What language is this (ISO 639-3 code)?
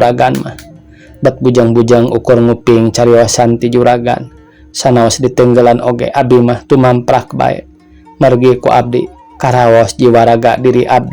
sun